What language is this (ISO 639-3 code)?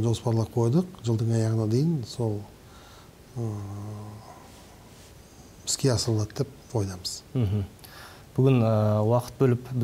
kaz